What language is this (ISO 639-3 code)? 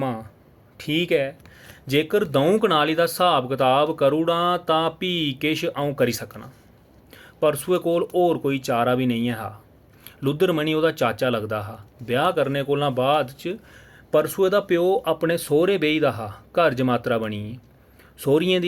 doi